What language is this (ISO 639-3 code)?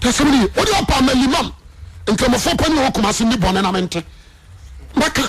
aka